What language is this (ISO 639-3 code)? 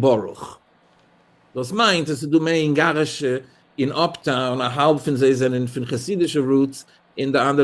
yid